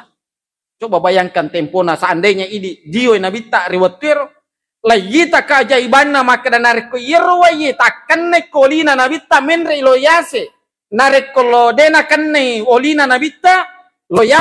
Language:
Buginese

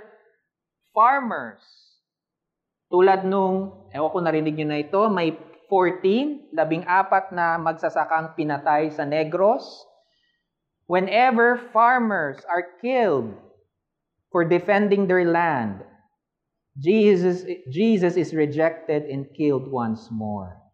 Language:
Filipino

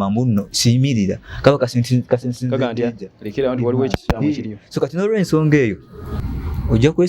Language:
Ganda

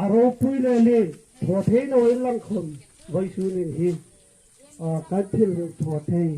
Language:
Hmar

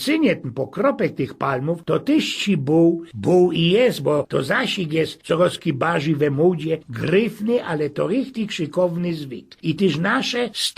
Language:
Silesian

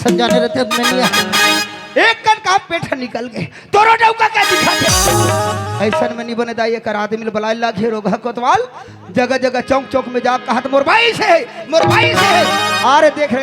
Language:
Chhattisgarhi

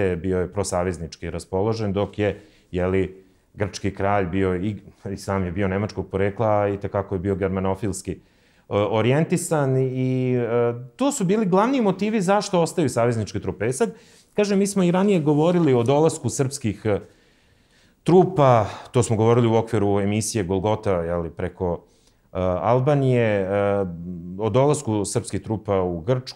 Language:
Serbian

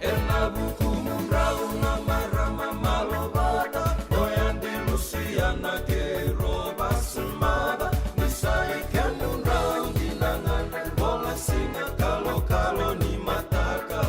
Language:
Fijian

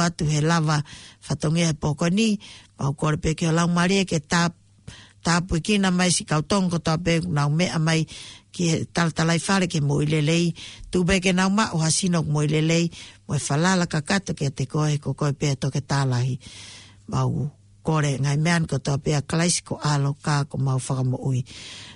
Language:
Tongan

